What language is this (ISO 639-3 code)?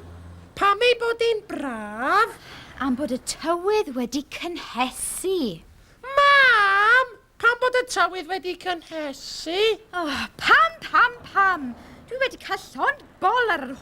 cym